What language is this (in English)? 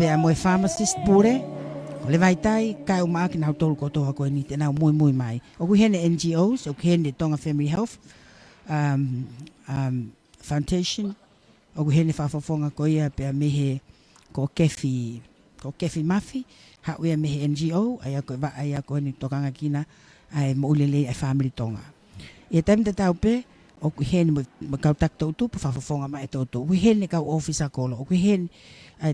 Tongan